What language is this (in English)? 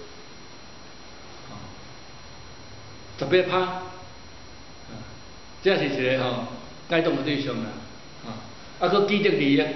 Min Nan Chinese